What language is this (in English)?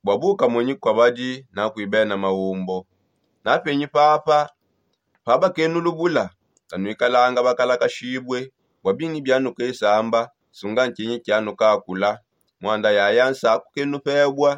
Songe